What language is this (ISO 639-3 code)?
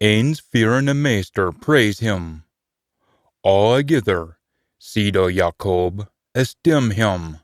sco